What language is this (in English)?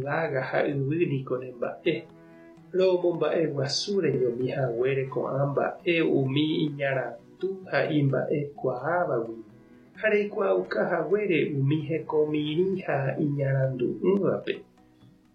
Guarani